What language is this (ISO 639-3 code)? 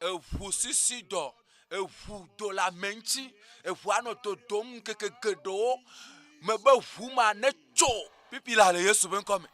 ewe